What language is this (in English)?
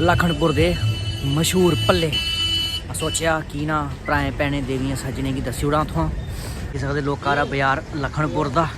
Dogri